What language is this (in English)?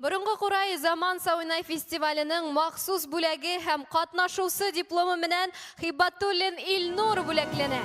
Bashkir